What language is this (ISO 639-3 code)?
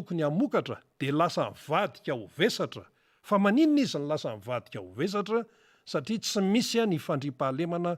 mlg